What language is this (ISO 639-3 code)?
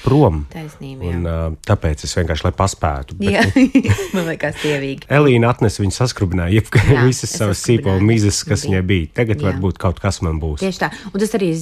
lav